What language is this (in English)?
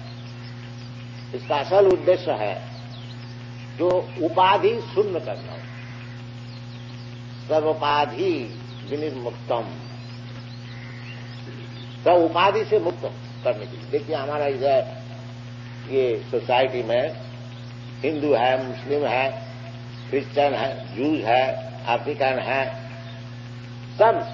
Hindi